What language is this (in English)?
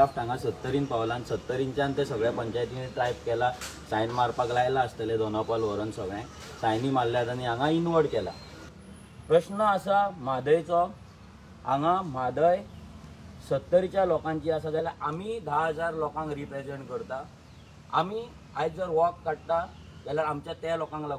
Konkani